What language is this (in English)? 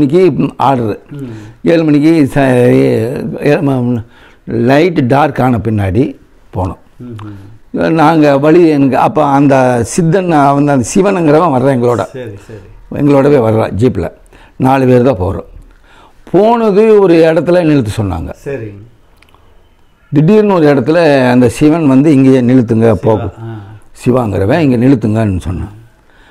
Tamil